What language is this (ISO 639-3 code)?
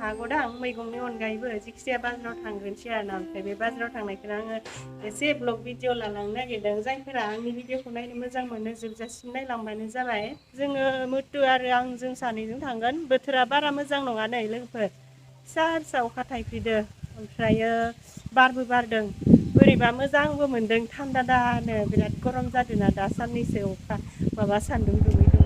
brx